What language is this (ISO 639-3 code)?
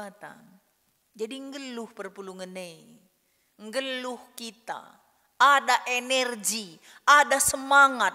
btx